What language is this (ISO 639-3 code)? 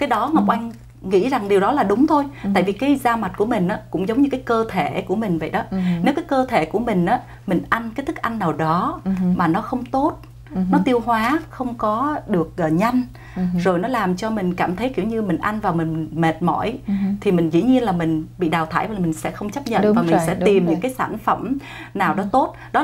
vie